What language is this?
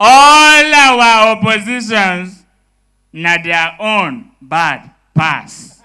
Nigerian Pidgin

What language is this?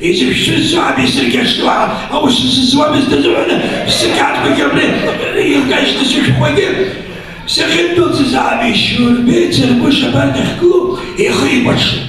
Abkhazian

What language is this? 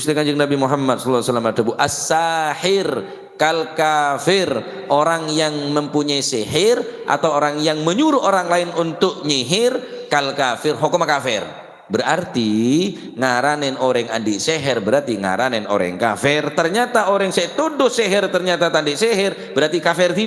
Madurese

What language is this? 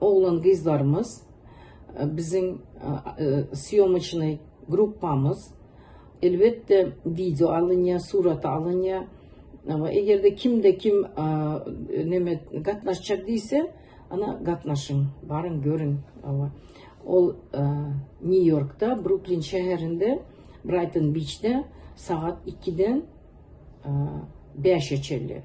Turkmen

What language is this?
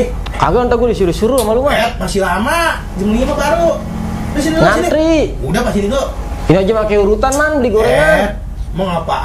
Betawi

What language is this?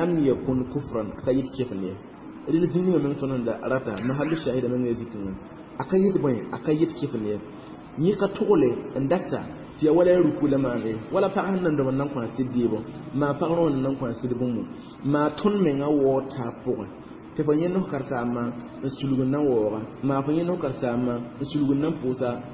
Mossi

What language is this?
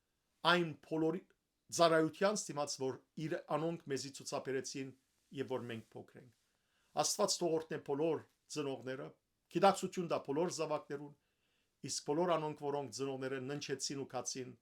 Western Armenian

